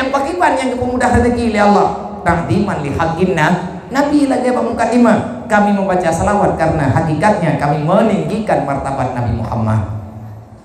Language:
Achinese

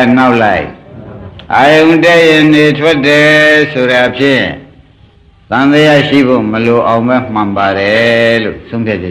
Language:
Burmese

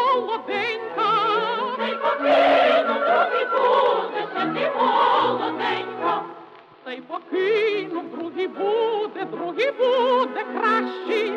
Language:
Ukrainian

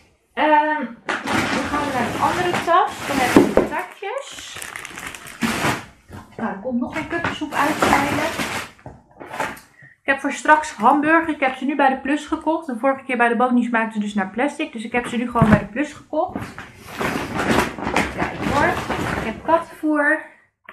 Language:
Dutch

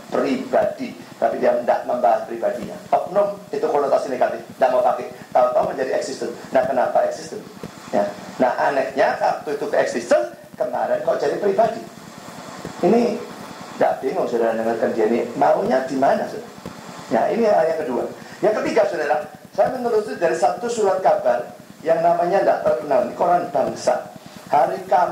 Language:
Indonesian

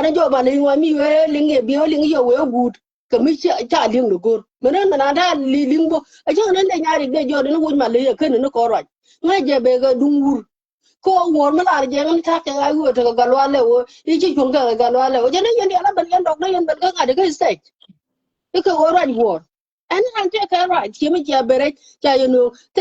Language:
Nuer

